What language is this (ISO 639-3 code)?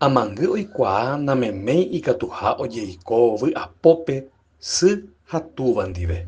grn